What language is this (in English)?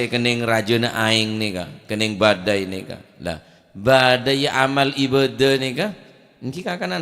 Madurese